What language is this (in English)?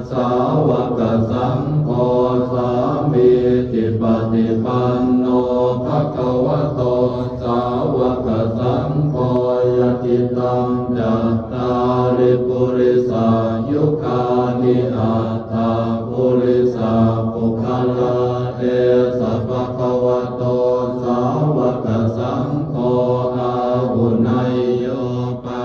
Pali